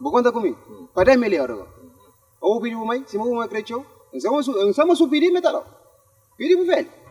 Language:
Kabuverdianu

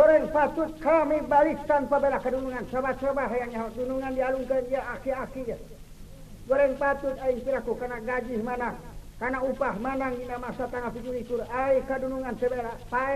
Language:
Sundanese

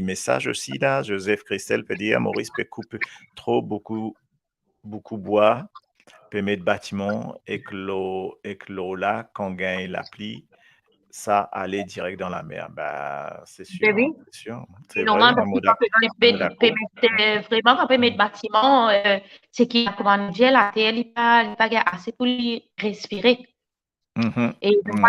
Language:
Morisyen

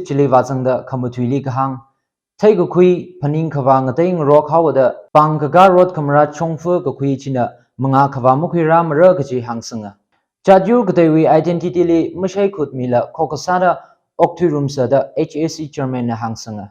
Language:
Tangkhul Naga (India)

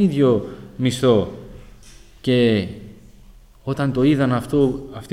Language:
Greek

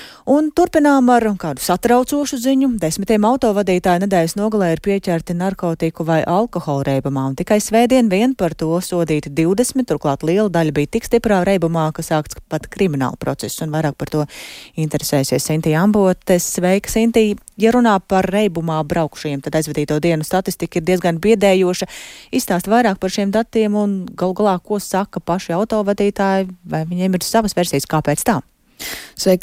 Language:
Latvian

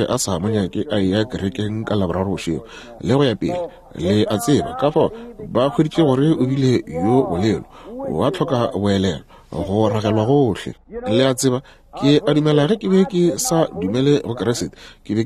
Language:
Northern Sotho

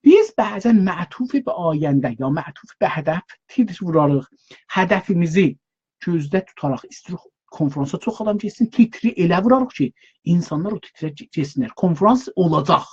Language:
South Azerbaijani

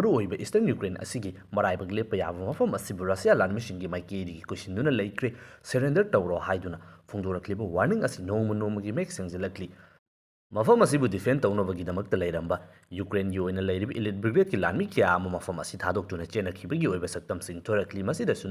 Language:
Manipuri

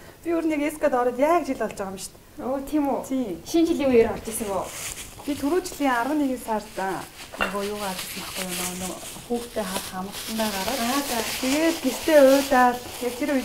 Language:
Mongolian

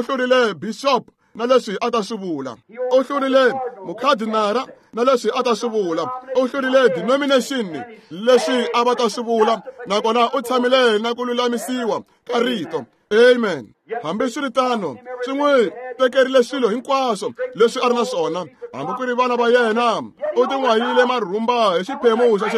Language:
Tsonga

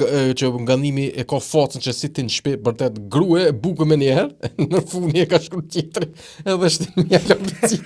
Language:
Albanian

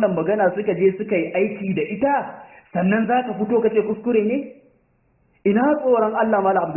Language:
Hausa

